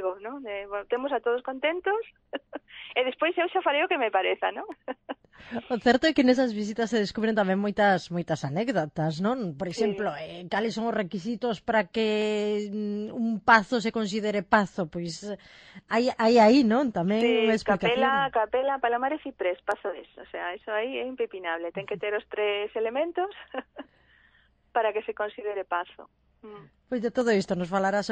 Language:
Galician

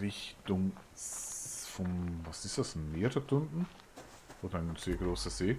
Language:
Swiss German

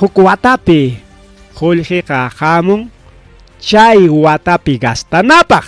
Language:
Ayacucho Quechua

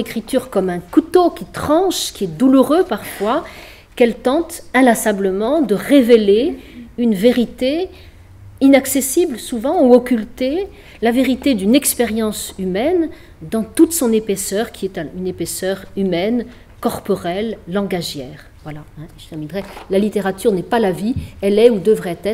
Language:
French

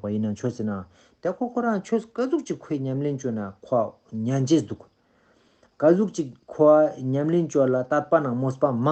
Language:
Ladakhi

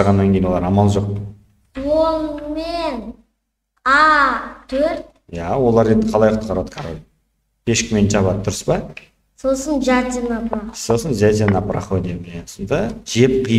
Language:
Kazakh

